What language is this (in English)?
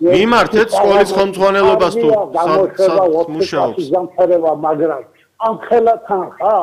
Georgian